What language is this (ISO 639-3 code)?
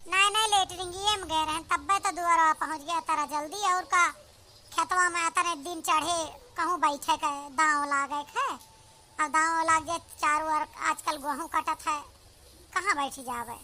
awa